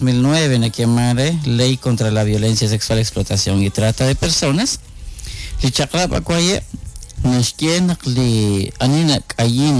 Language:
Kekchí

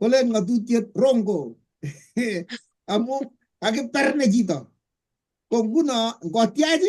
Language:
Kalenjin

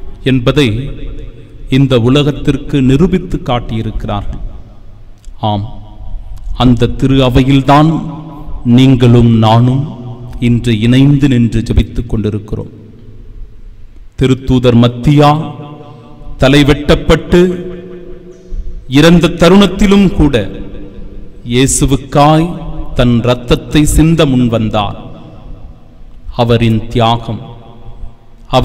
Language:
Tamil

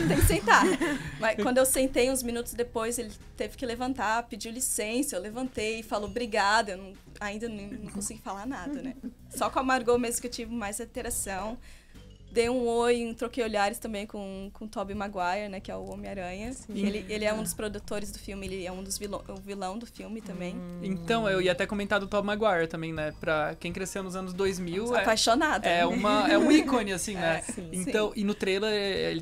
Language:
Portuguese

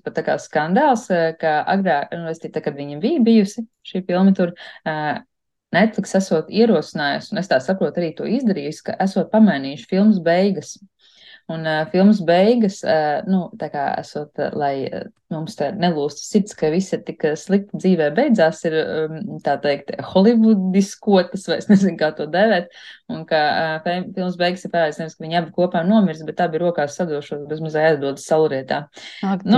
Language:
Latvian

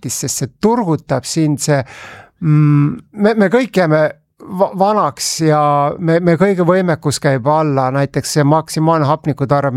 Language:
Estonian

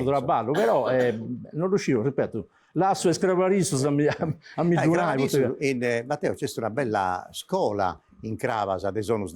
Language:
Sardinian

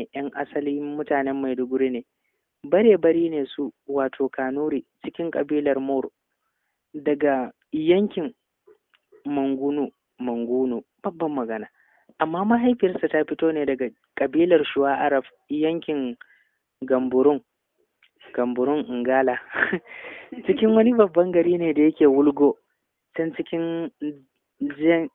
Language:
Hausa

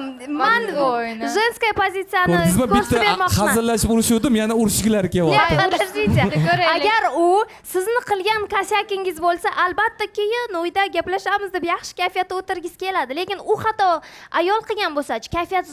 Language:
Uzbek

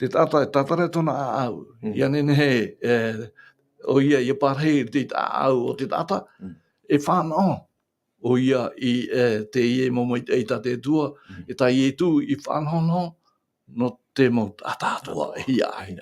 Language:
Tahitian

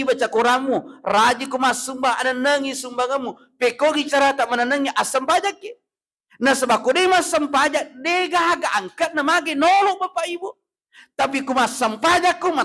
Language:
Buginese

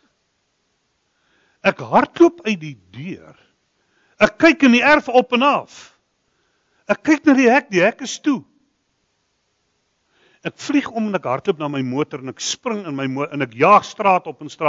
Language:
Afrikaans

